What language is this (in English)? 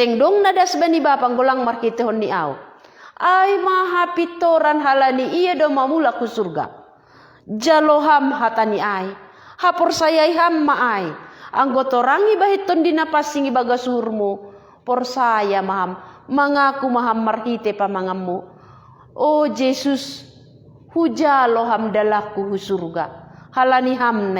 Batak Simalungun